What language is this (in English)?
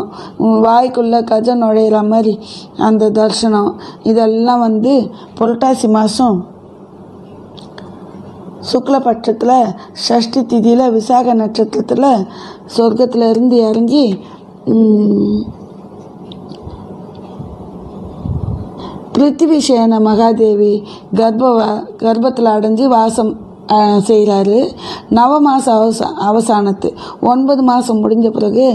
Tamil